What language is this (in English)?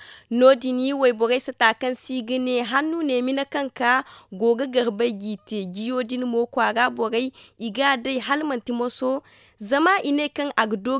Zarma